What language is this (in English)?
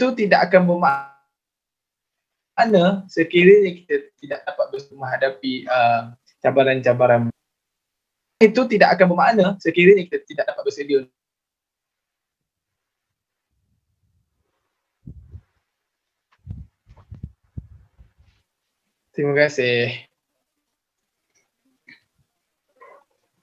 Malay